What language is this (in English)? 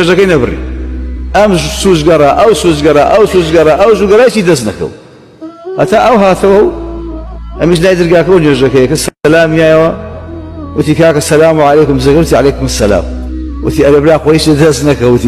Central Kurdish